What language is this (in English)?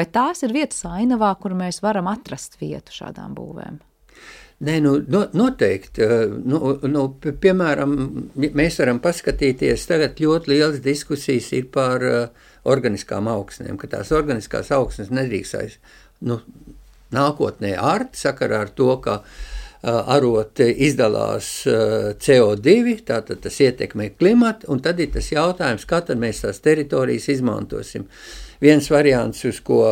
Latvian